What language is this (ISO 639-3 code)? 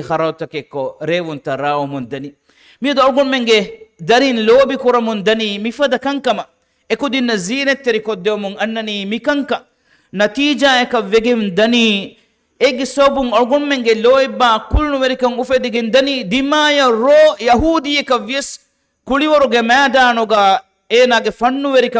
div